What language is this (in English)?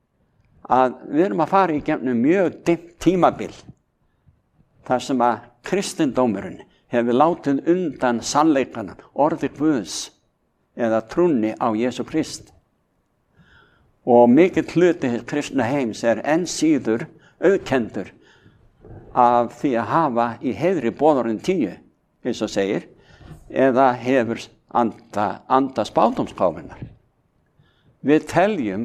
Icelandic